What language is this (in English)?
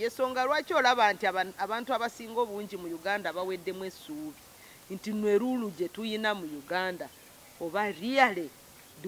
Ganda